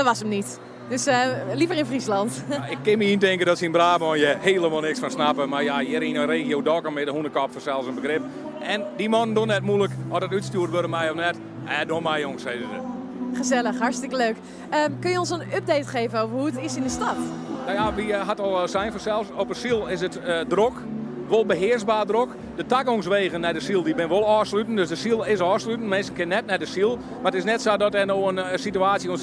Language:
Western Frisian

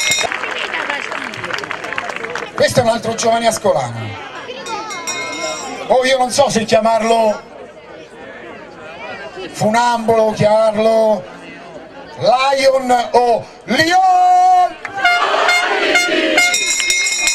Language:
Italian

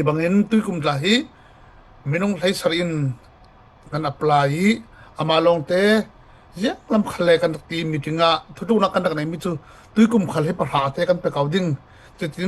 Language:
Falam Chin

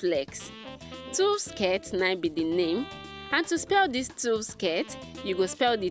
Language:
Nigerian Pidgin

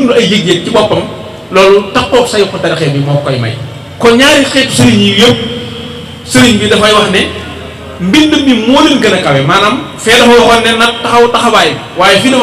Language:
Wolof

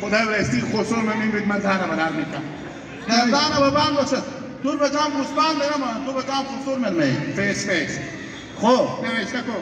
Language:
Hazaragi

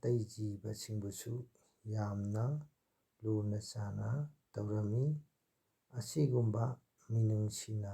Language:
Manipuri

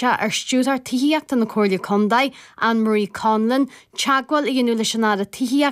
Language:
Irish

